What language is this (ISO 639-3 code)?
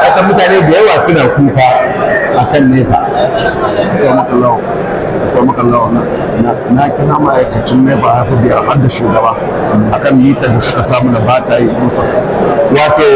hau